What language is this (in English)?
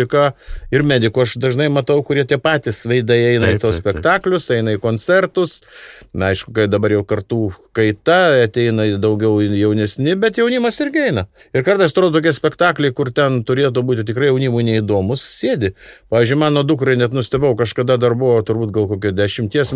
Lithuanian